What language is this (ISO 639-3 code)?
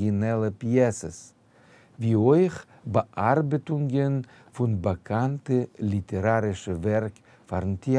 yid